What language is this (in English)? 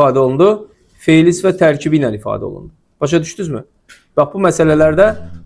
Azerbaijani